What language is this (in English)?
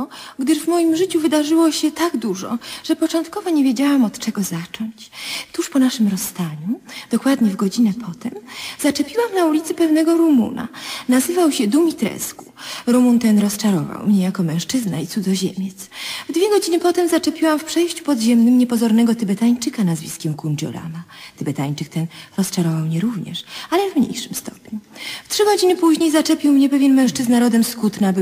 Polish